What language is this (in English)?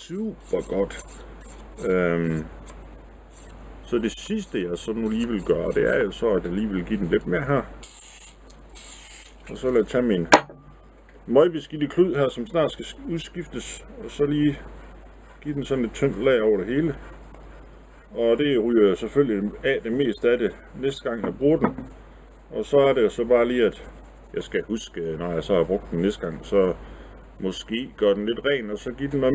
Danish